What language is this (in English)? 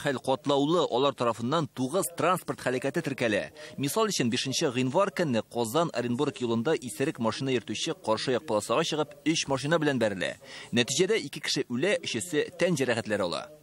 Tatar